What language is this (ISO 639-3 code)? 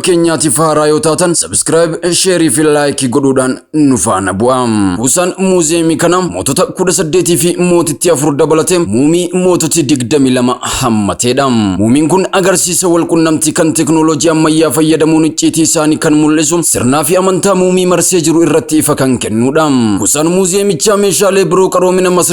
orm